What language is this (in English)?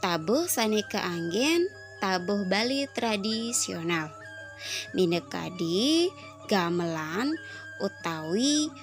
Balinese